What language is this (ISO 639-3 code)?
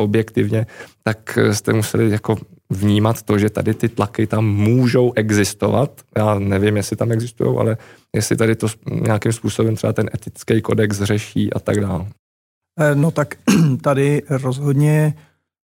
ces